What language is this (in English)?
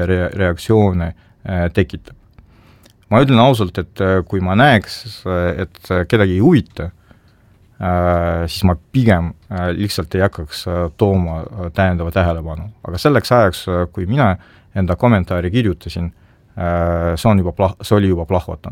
Estonian